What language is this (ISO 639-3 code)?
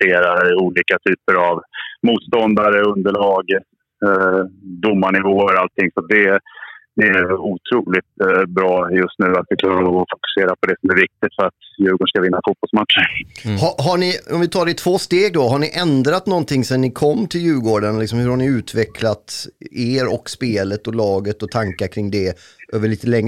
swe